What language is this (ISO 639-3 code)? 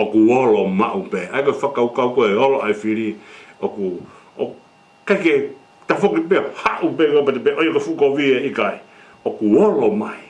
ton